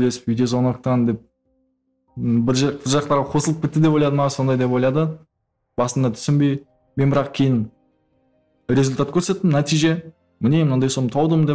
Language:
Kara-Kalpak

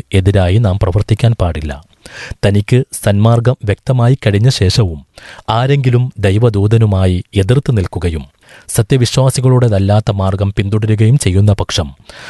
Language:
Malayalam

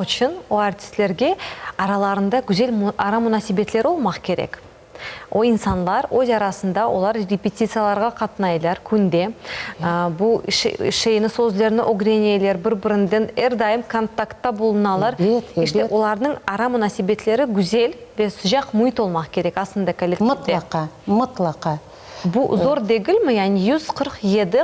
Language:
Crimean Tatar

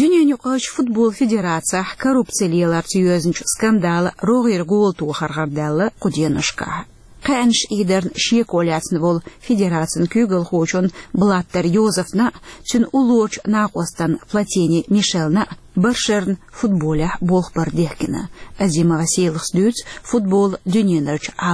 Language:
Chechen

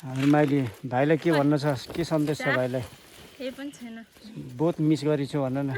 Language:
Nepali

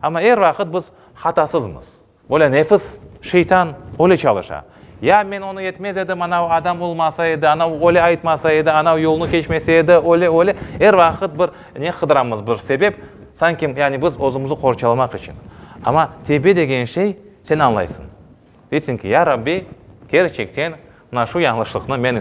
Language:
Crimean Tatar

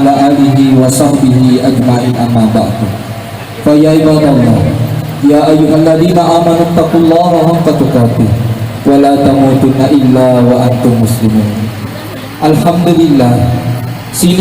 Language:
Buginese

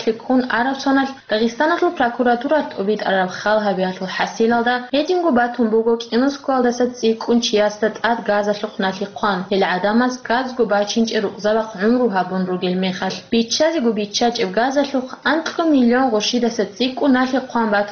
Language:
Avaric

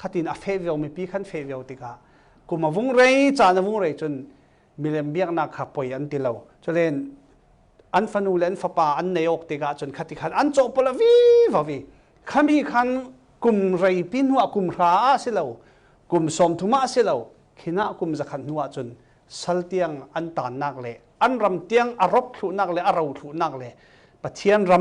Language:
Falam Chin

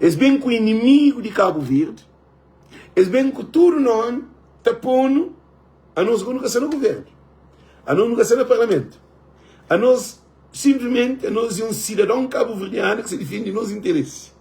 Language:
Kabuverdianu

